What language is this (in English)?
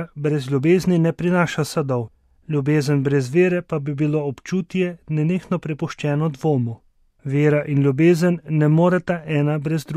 Slovenian